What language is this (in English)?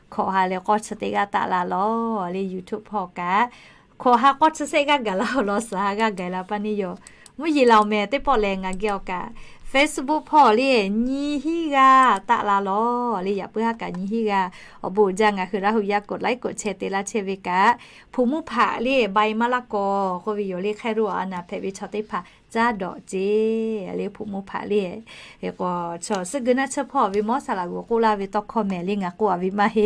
Lahu